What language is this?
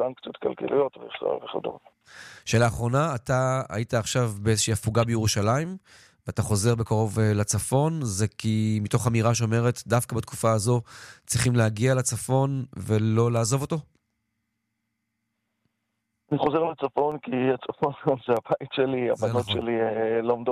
Hebrew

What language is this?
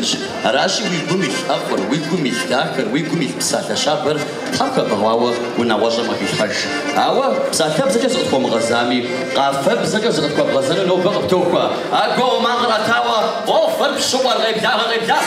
Kabardian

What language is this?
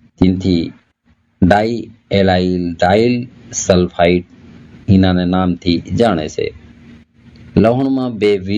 Gujarati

